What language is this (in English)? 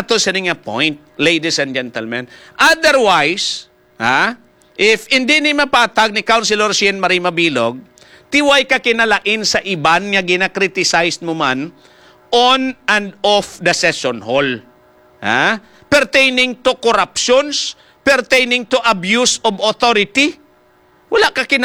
Hiligaynon